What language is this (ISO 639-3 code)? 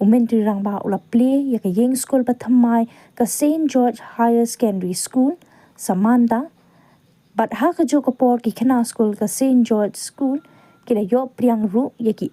kha